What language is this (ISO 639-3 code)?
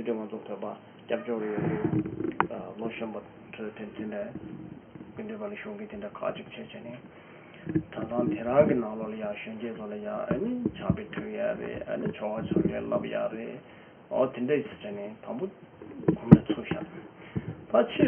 bod